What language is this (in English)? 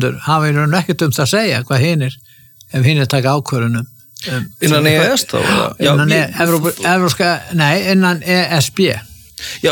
Icelandic